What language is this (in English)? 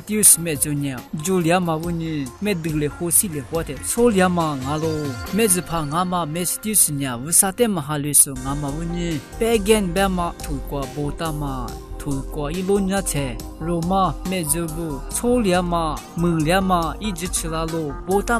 Lisu